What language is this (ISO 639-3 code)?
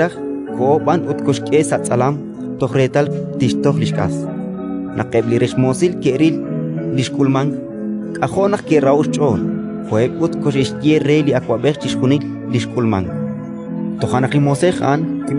kek